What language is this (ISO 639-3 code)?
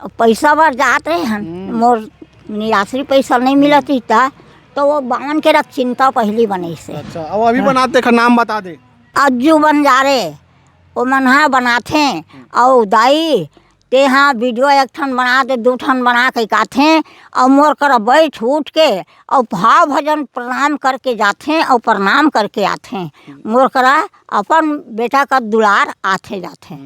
hne